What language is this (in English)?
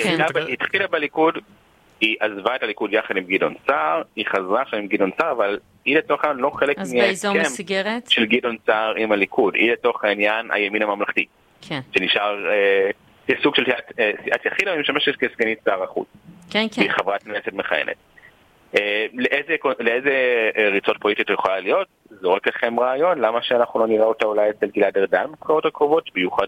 Hebrew